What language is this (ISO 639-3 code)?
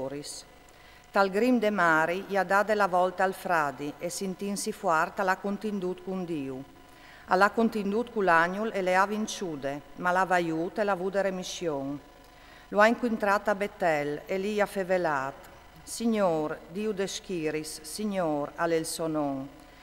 fur